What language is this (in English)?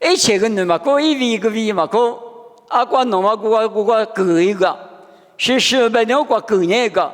Lisu